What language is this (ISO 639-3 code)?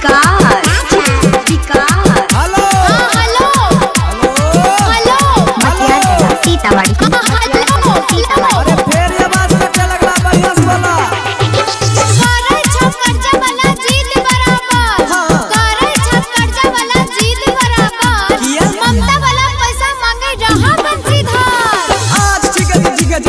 mai